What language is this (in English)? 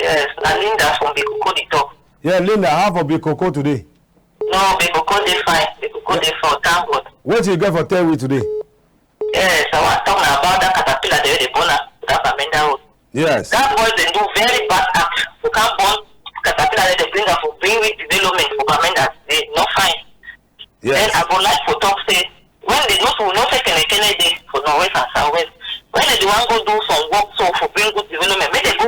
Cameroon Pidgin